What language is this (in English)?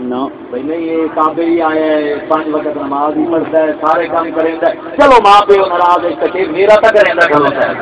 Saraiki